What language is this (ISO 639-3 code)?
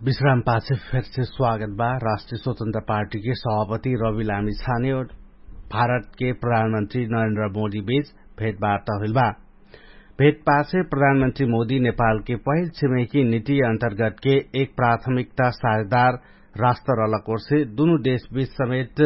thl